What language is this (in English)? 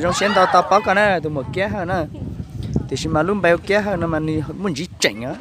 Hmong